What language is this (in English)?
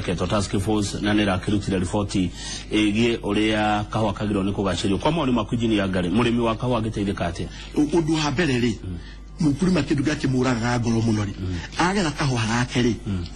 Kikuyu